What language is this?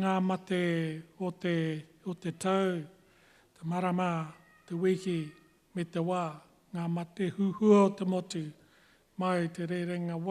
Māori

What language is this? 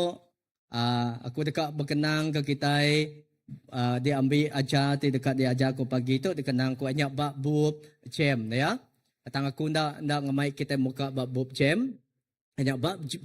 Iban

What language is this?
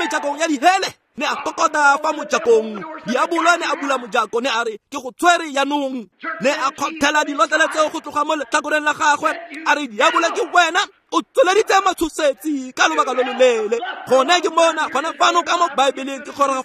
Tswana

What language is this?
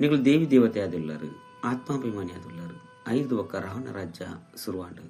Tulu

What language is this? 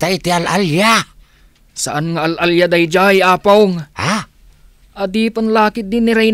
Iloko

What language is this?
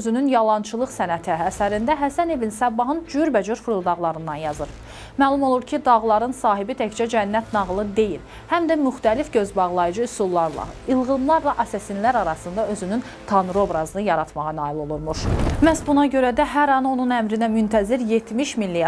Azerbaijani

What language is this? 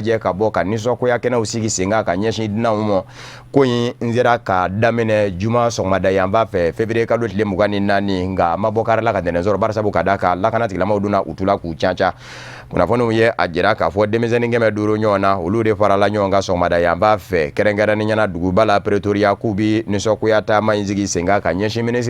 Bambara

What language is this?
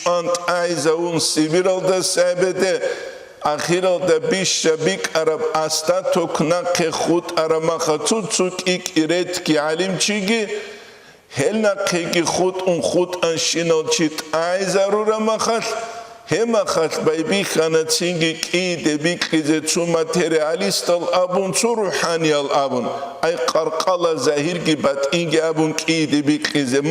Avaric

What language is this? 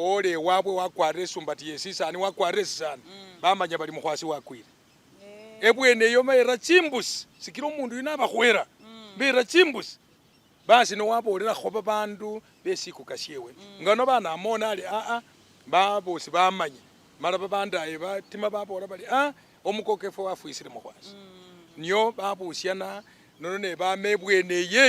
Masaaba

